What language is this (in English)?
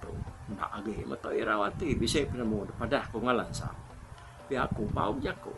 Iban